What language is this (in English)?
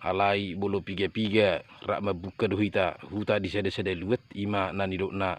Batak Toba